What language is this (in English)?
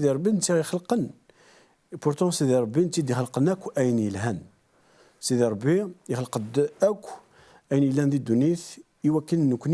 Kabyle